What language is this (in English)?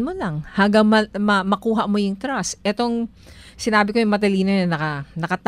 Filipino